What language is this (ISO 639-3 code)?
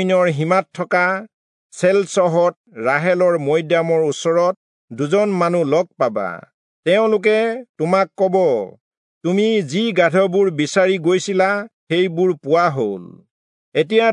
asm